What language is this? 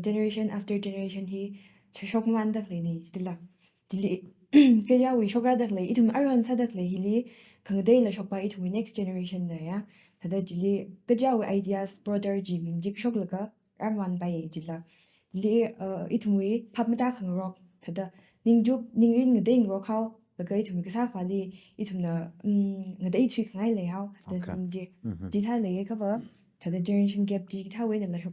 Tangkhul Naga (India)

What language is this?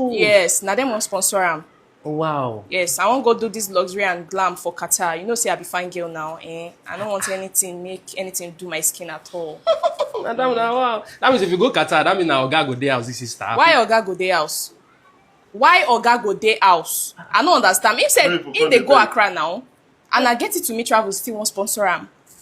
Nigerian Pidgin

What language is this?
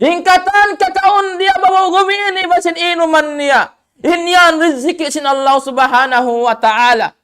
Tausug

